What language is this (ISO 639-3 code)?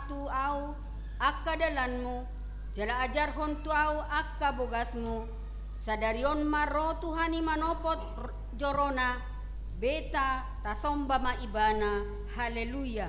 bbc